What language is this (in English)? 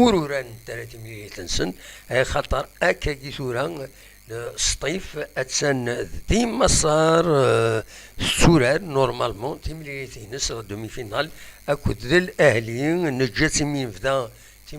Kabyle